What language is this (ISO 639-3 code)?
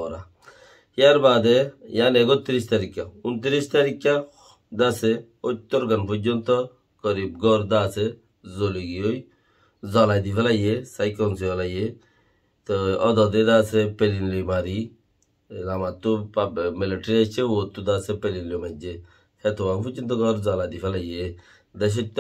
rhg